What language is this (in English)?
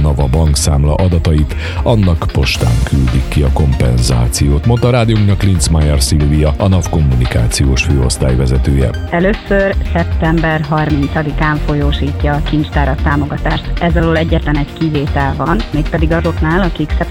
Hungarian